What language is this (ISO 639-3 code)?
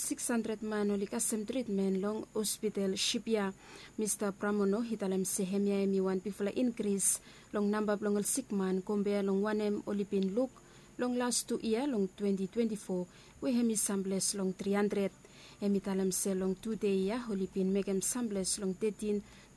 bis